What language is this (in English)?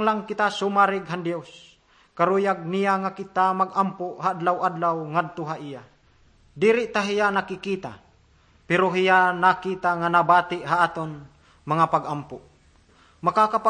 Waray